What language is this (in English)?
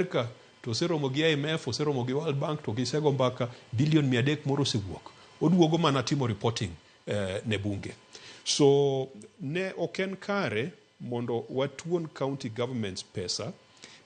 Luo (Kenya and Tanzania)